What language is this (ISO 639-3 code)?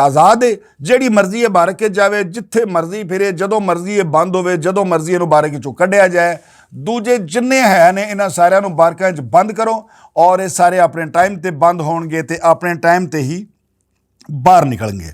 lah